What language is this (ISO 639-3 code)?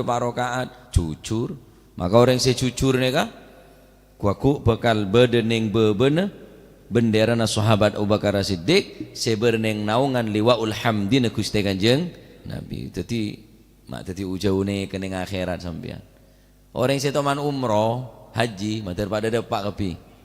mad